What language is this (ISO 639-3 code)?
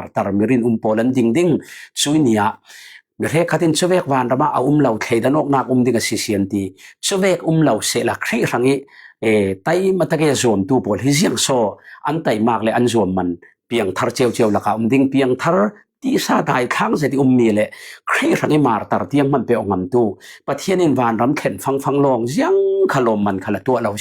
cfm